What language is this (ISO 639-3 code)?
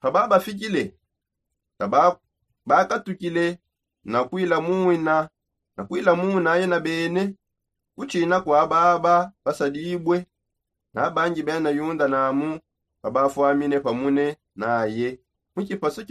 sop